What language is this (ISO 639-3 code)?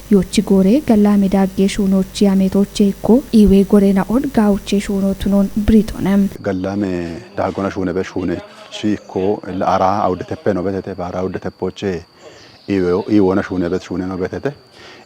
kbr